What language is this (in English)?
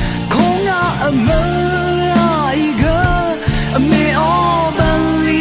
Rawang